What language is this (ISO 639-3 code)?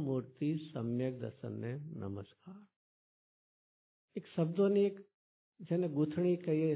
guj